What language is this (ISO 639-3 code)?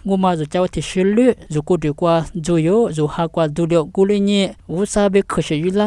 lis